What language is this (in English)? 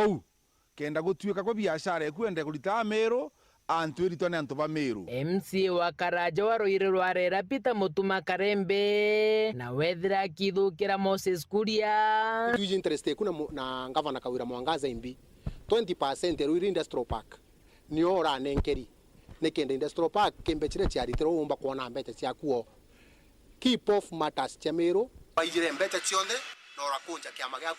Meru